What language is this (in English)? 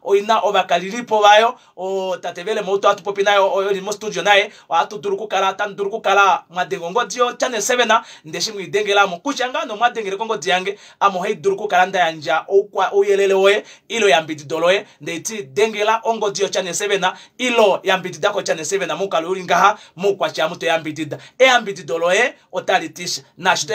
Kuanyama